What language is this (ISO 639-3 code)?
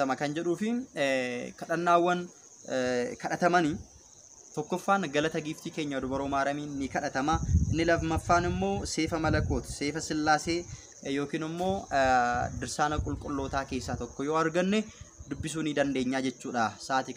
orm